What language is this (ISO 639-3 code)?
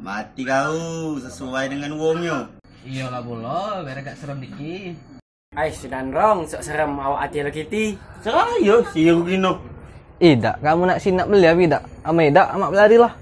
mui